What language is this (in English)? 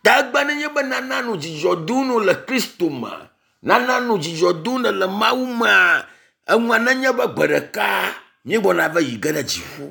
Ewe